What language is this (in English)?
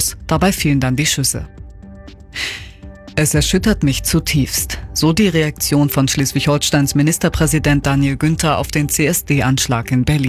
German